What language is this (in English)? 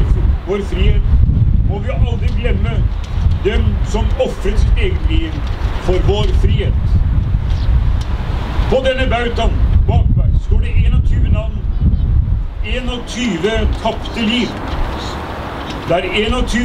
Norwegian